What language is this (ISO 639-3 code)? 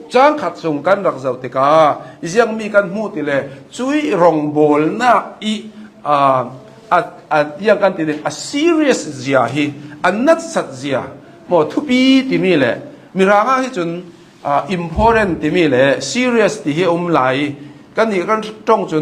cnh